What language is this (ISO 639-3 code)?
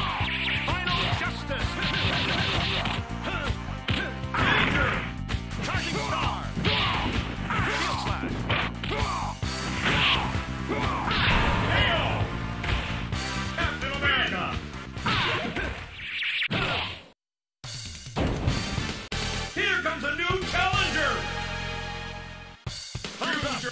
eng